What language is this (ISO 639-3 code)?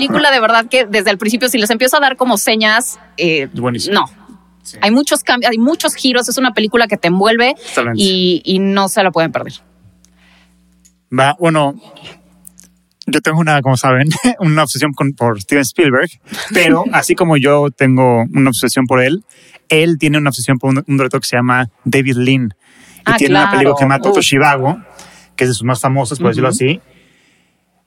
spa